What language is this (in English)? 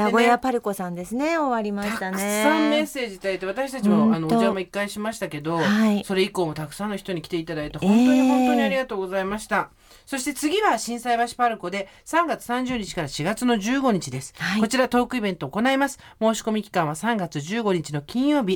Japanese